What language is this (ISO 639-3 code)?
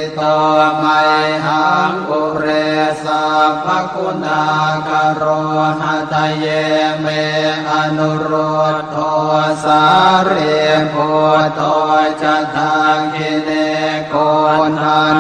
pli